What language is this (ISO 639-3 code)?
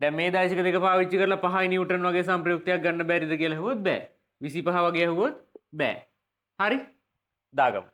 sin